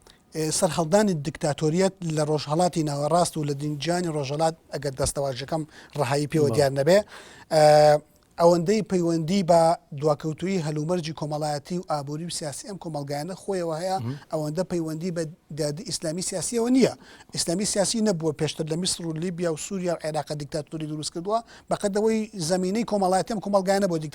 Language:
Central Kurdish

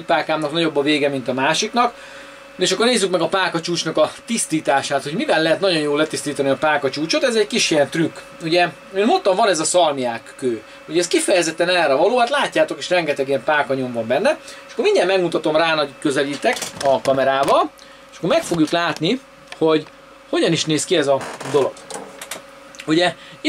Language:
Hungarian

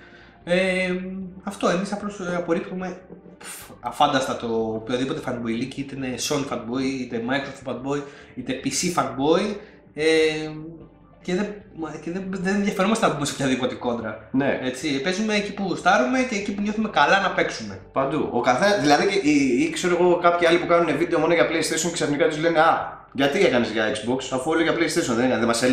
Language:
Greek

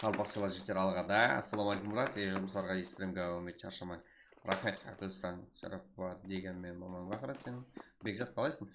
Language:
Kara-Kalpak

